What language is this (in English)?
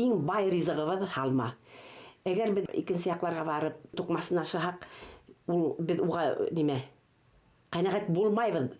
Bashkir